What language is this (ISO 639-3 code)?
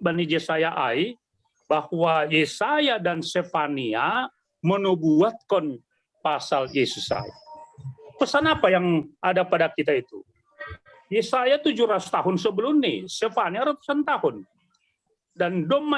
bts